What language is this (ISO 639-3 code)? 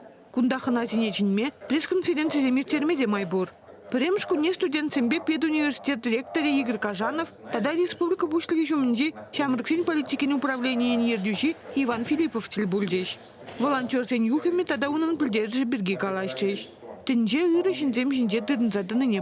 chv